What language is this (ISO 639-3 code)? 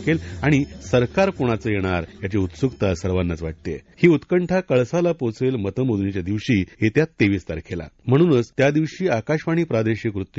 mar